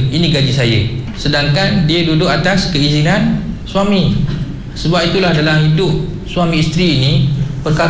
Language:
Malay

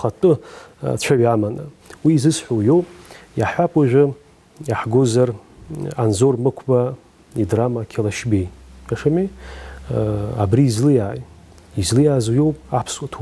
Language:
Abkhazian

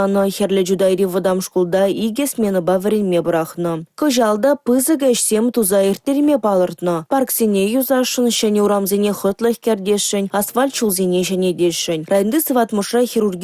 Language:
Chuvash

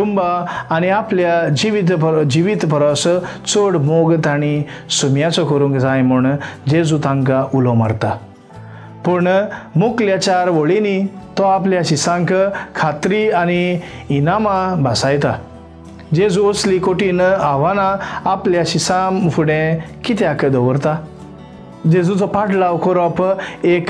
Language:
Konkani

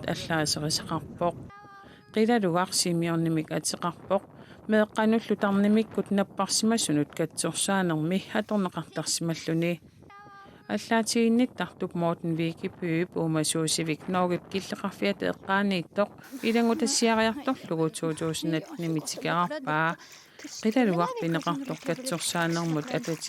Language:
Kalaallisut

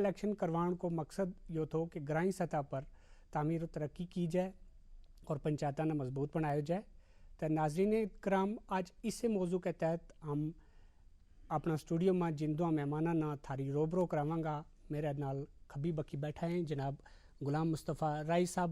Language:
Gujari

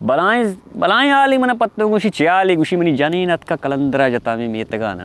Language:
Baluchi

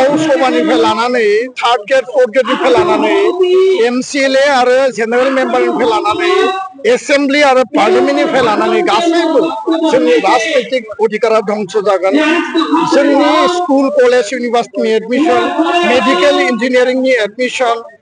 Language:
Bodo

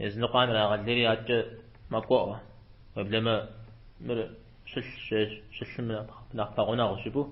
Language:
Kabardian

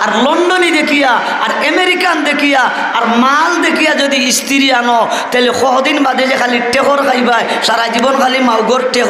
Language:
Sylheti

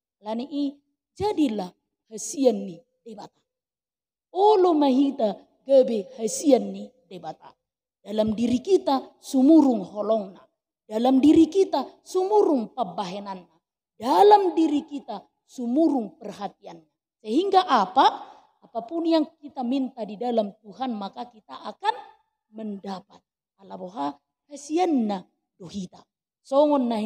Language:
Batak Toba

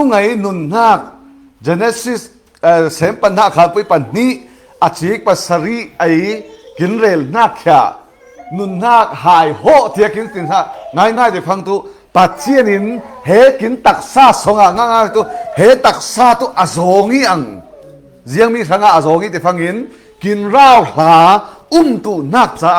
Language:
Falam Chin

